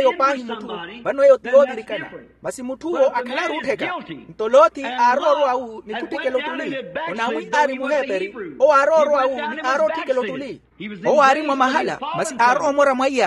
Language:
Makhuwa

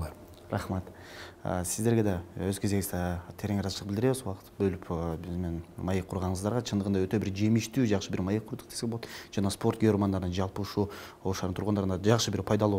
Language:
Kyrgyz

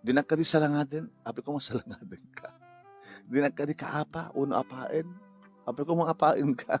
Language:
Iloko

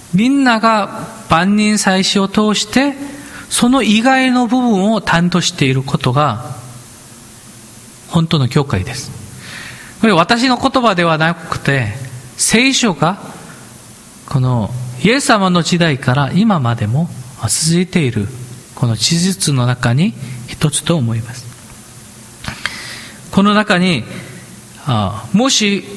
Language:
Japanese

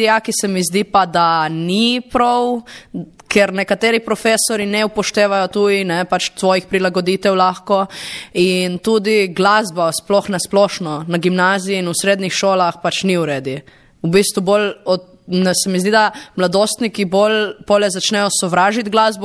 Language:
Slovenian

